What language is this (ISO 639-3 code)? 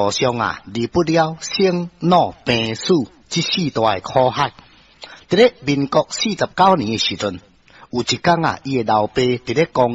nan